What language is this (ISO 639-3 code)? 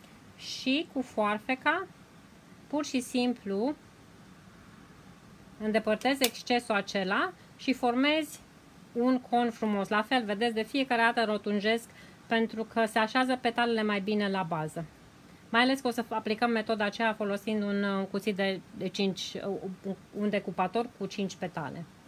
ron